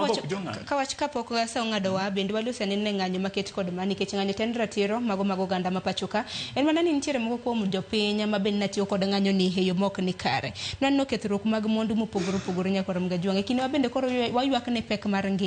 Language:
Luo (Kenya and Tanzania)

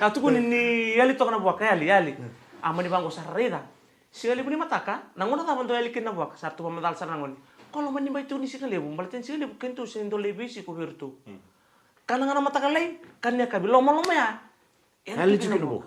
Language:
Fijian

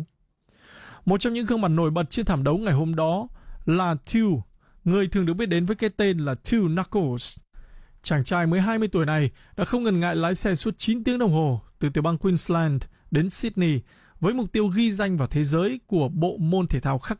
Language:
Vietnamese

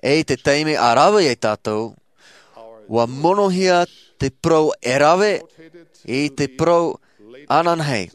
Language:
Tahitian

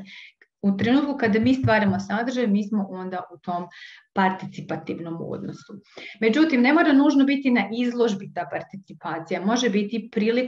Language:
Croatian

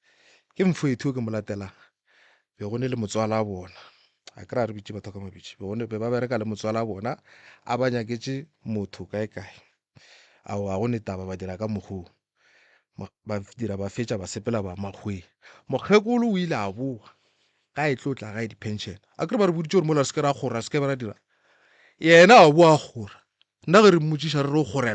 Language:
Northern Sotho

